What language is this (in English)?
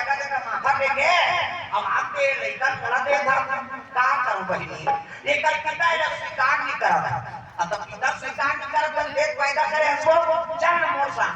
Chhattisgarhi